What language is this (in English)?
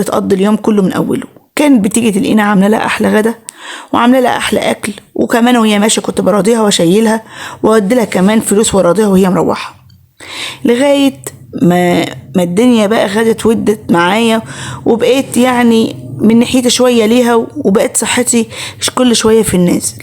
Egyptian Arabic